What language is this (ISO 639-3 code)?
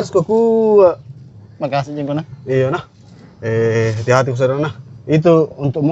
mfp